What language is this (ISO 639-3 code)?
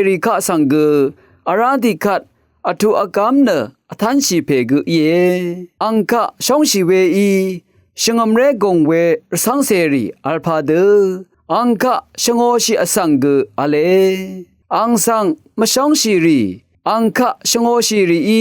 raw